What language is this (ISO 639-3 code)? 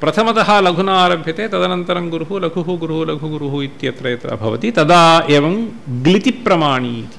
san